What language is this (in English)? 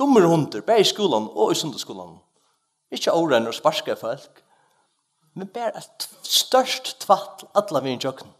Faroese